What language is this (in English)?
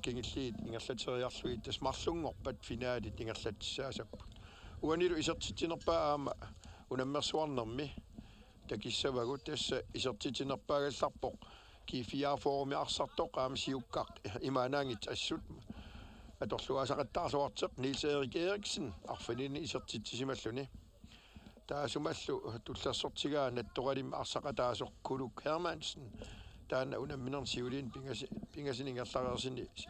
Kalaallisut